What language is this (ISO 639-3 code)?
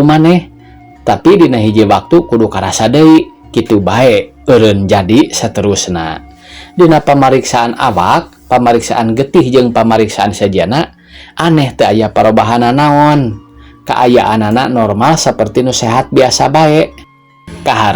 sun